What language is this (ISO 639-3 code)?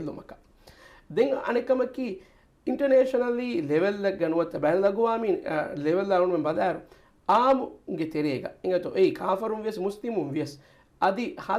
div